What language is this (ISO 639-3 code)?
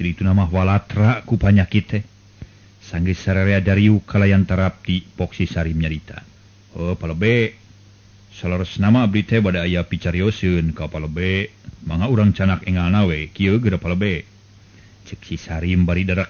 sun